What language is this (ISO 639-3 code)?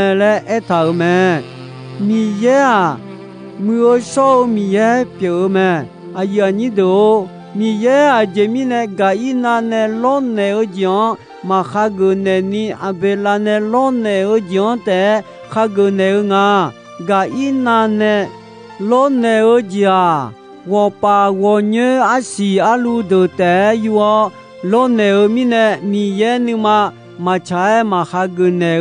ahk